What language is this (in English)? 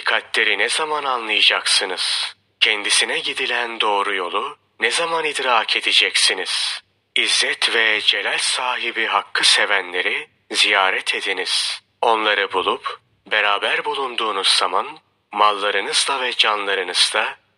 Turkish